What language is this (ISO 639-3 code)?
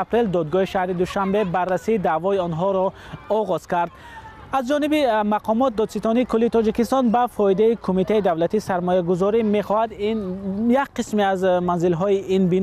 tgk